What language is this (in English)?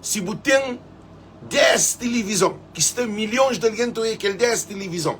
Kabuverdianu